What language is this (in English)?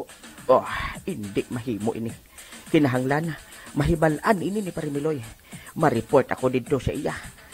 Hiligaynon